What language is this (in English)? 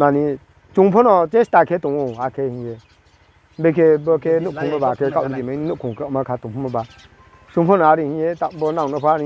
Riang (India)